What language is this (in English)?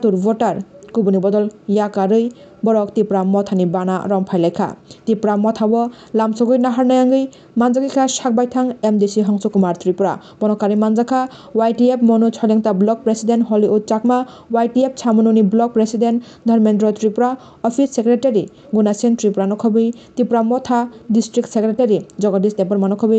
Kok Borok